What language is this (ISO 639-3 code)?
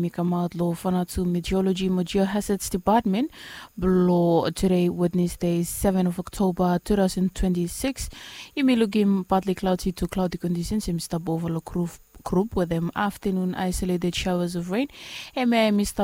bis